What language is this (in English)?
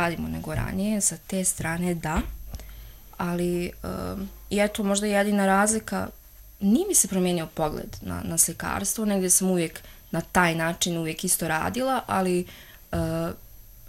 Serbian